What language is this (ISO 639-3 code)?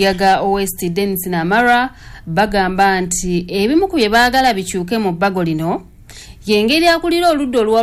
lug